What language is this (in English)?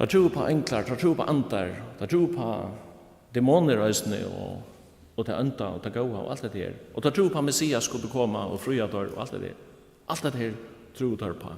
Faroese